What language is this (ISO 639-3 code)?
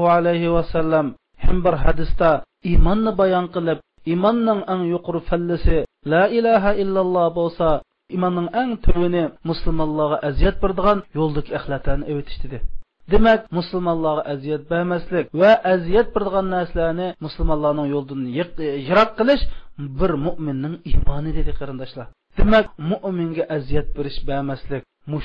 uig